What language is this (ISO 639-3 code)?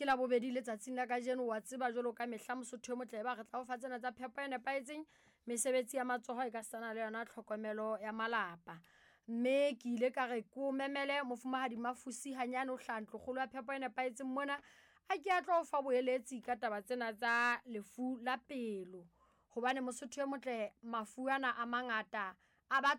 sot